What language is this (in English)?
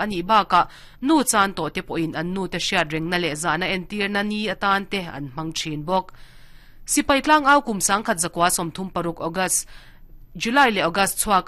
Mizo